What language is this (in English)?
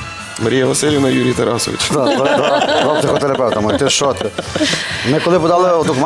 Ukrainian